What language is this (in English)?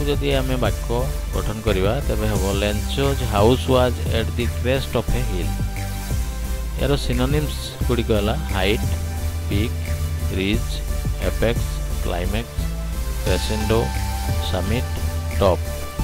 Odia